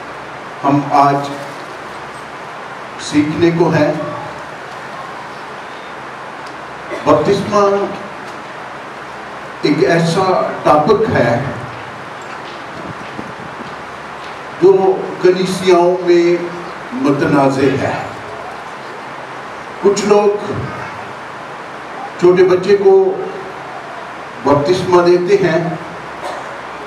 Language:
Urdu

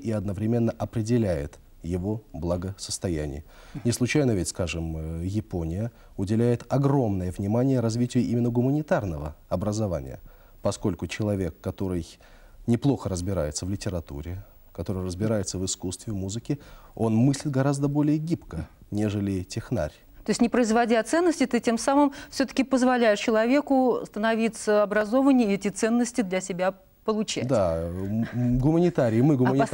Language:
Russian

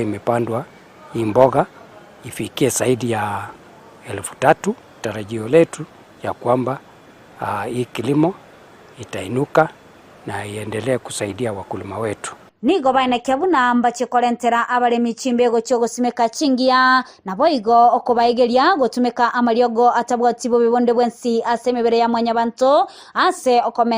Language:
Gusii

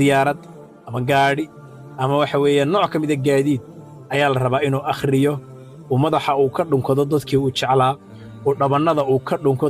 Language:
Somali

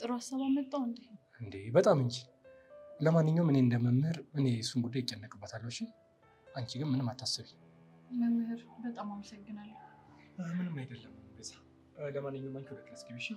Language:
Amharic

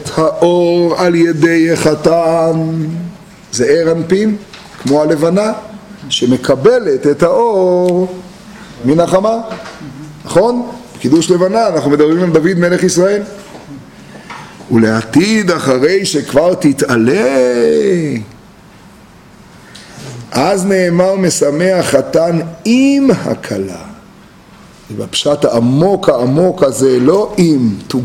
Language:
Hebrew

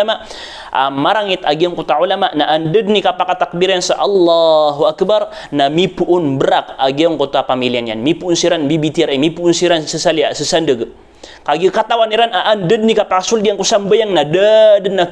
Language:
Maranao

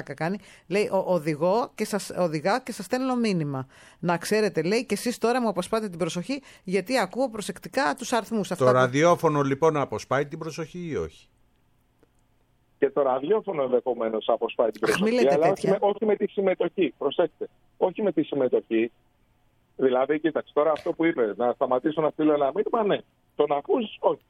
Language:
Greek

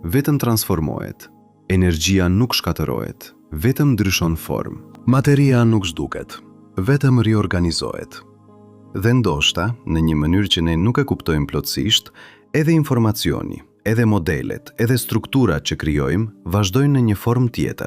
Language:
Albanian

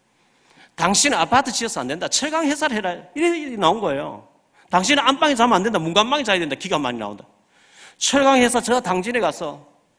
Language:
Korean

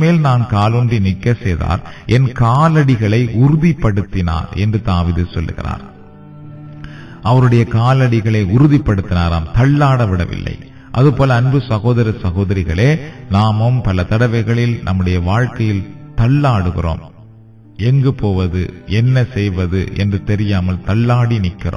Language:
Tamil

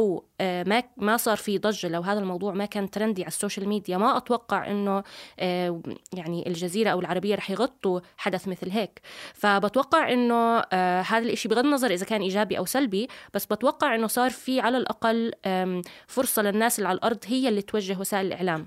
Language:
North Levantine Arabic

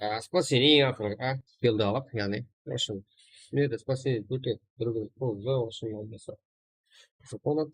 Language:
Kara-Kalpak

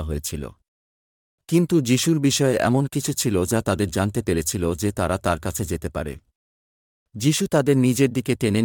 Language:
Bangla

